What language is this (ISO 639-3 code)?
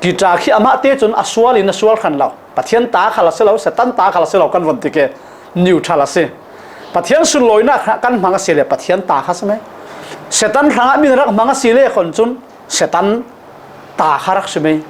cfm